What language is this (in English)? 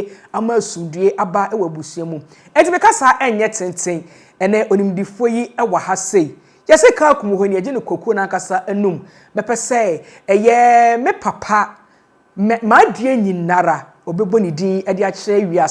Akan